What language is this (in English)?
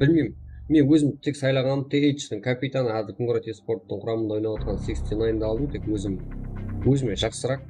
Kara-Kalpak